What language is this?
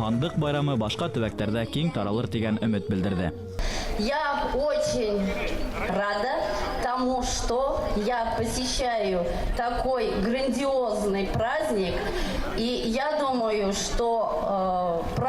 Bashkir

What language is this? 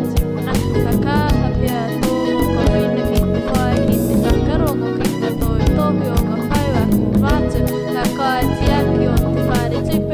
Māori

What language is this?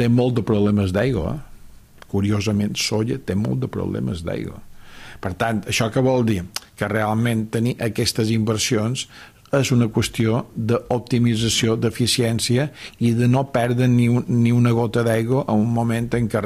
Catalan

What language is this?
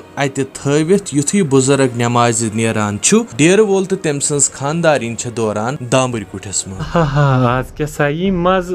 Kashmiri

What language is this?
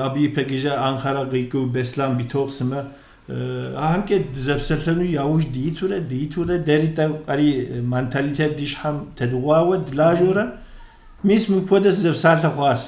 Kabardian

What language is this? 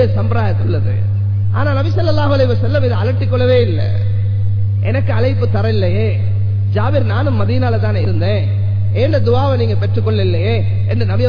Tamil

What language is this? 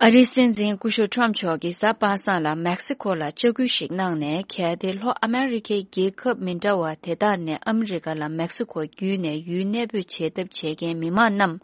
Tibetan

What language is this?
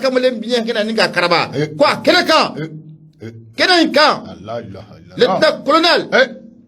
Bambara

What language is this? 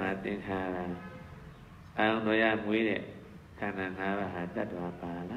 Burmese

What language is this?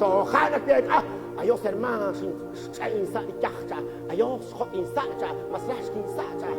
Kekchí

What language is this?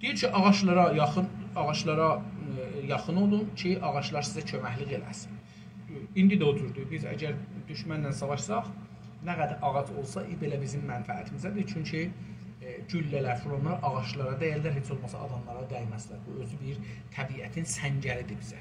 South Azerbaijani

